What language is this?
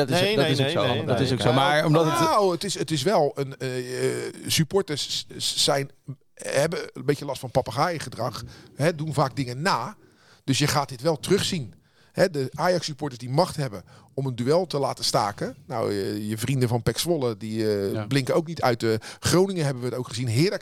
Dutch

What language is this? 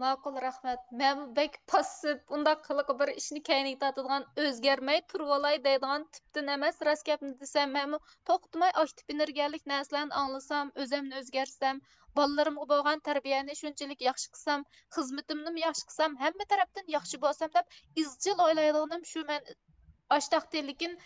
Uyghur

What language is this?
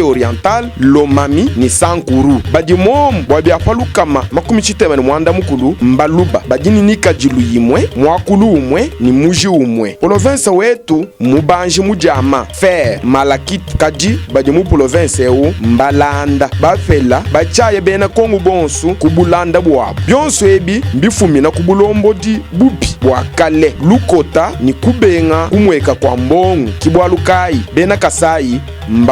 Luba-Lulua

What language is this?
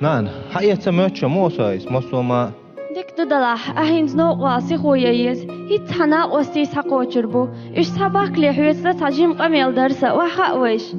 Chechen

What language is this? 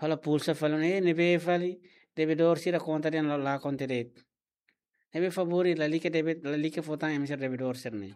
Tetum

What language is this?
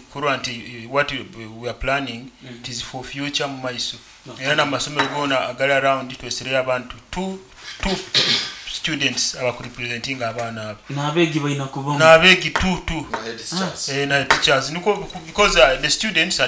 Nyoro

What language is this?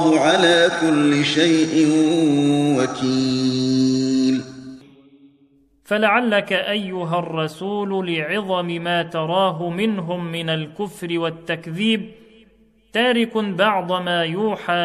Arabic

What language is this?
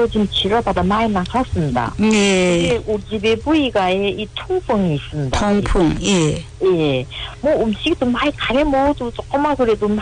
Korean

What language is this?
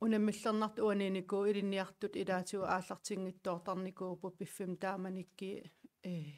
Kalaallisut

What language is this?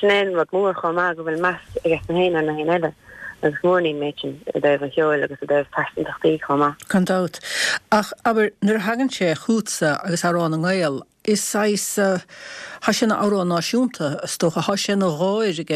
Irish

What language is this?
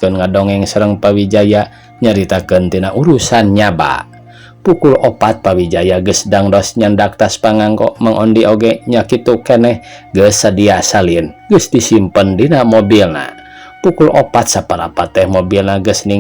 Sundanese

